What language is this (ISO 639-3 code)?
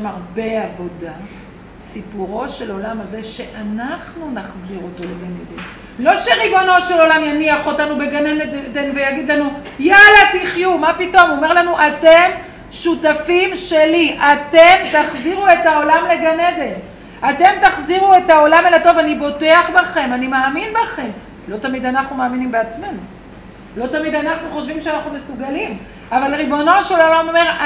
heb